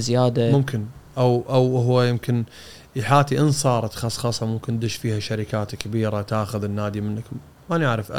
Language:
Gulf Arabic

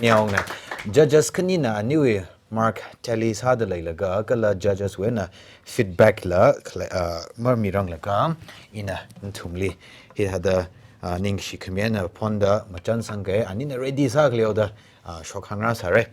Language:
Tangkhul Naga (India)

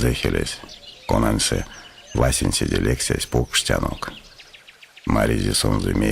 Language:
Erzya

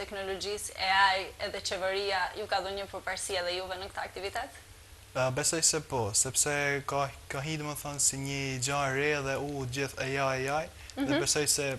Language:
Albanian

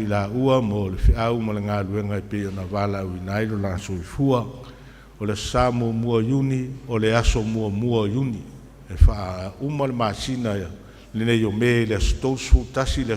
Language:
Samoan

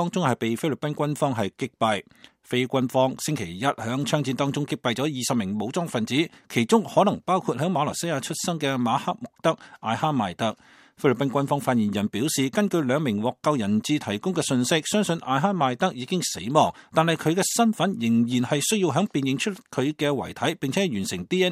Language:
Cantonese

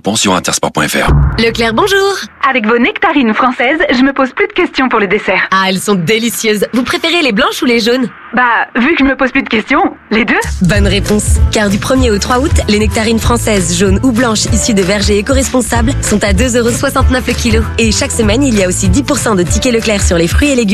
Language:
French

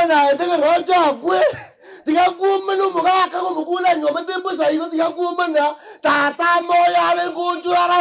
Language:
Gusii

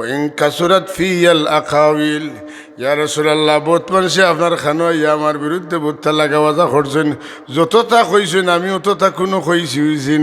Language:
Sylheti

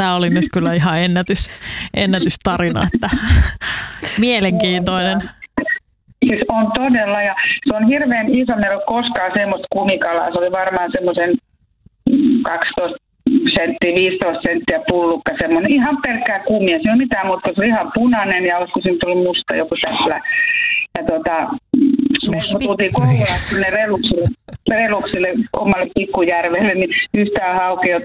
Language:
Finnish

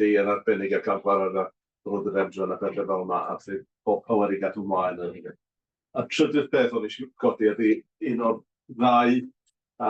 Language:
Welsh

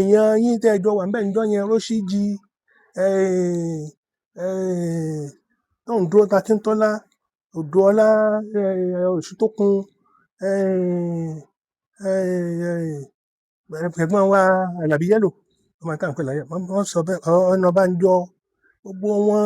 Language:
Yoruba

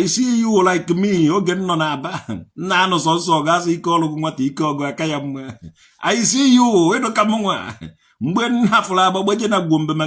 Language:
Igbo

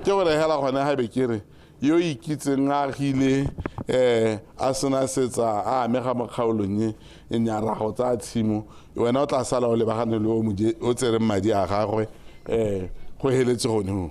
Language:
Tswana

